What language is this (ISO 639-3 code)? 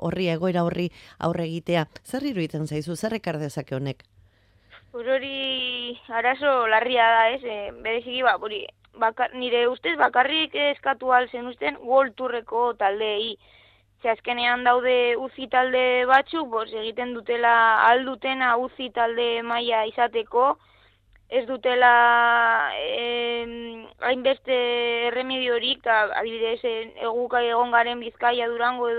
eus